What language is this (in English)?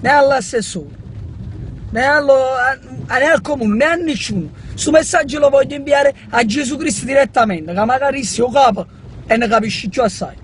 Neapolitan